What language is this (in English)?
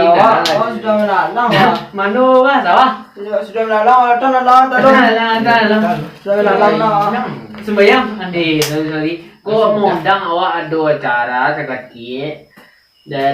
Minangkabau